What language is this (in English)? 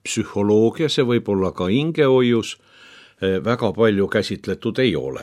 Estonian